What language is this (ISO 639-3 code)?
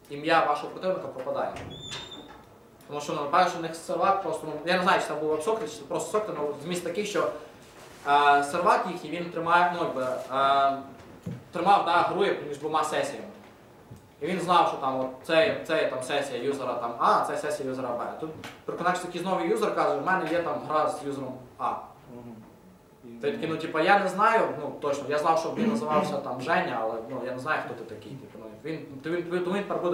ukr